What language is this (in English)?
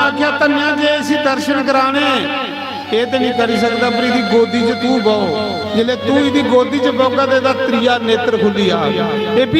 Dogri